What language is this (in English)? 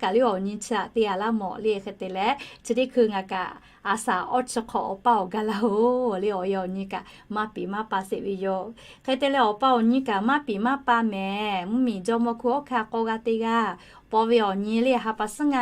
Lahu